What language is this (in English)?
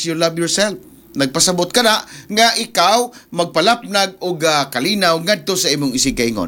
Cebuano